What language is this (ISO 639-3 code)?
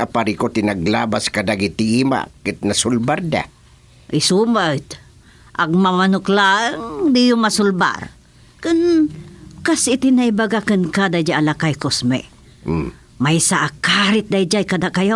ilo